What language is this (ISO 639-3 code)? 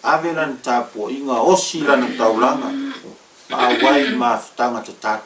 smo